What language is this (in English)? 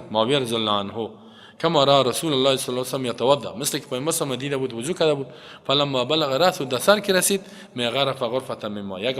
Persian